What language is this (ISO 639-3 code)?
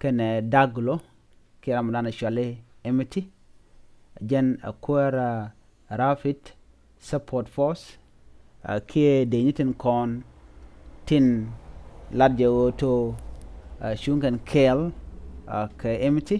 nus